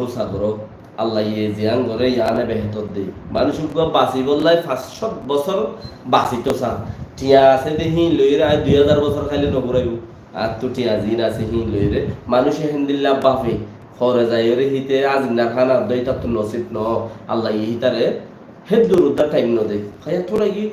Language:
Rohingya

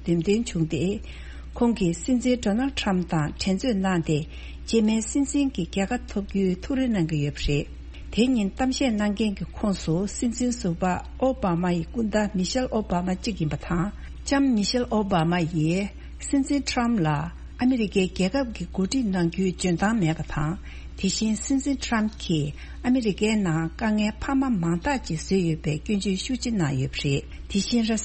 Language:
Tibetan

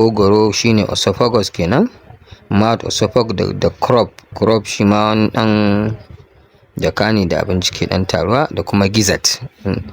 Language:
Hausa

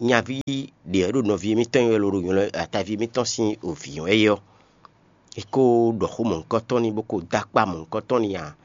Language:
Fon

